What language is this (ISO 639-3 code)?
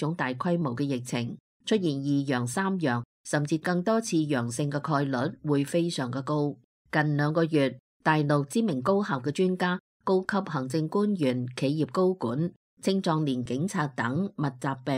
yue